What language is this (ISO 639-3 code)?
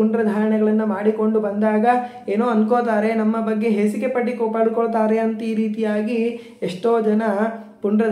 kan